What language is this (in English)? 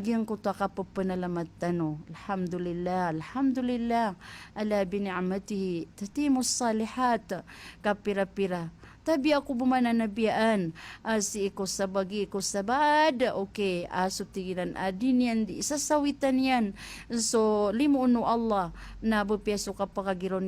Maranao